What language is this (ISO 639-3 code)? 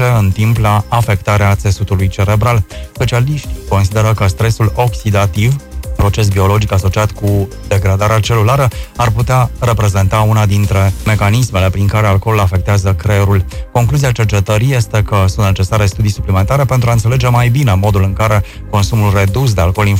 ron